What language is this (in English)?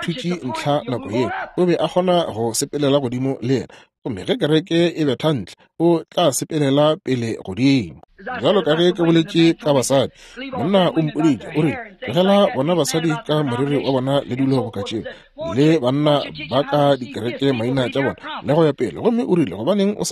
Northern Sotho